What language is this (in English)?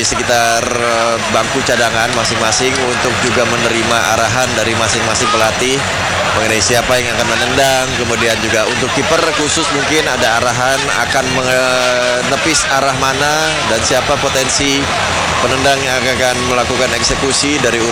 Indonesian